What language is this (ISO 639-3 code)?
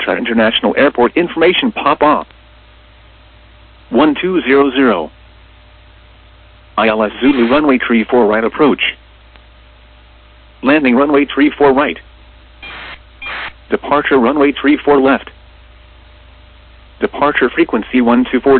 eng